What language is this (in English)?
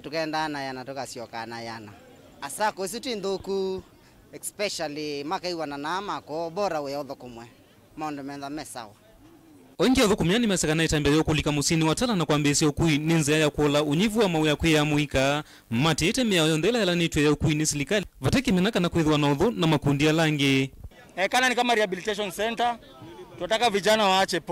Kamba